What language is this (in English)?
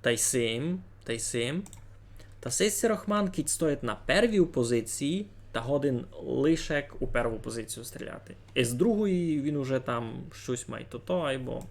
Rusyn